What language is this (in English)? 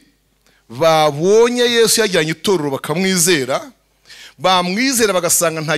Kinyarwanda